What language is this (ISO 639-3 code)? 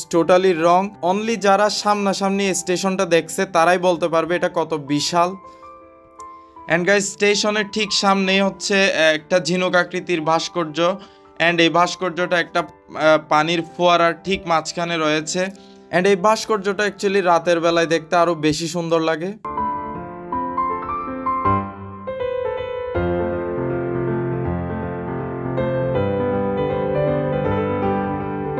ben